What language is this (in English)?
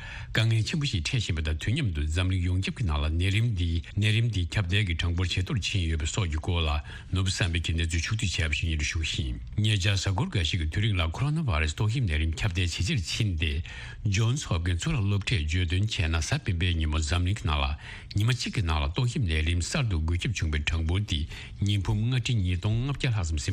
Tibetan